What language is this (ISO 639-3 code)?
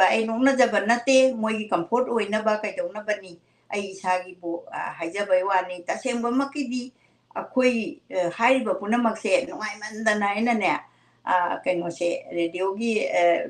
mni